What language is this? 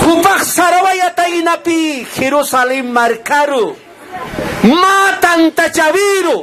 Aymara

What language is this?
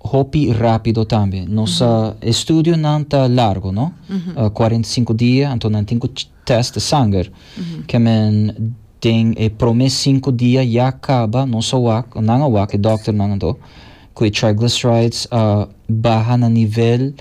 Papiamento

